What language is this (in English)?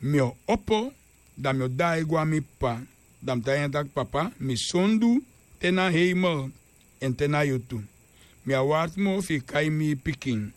Sranan Tongo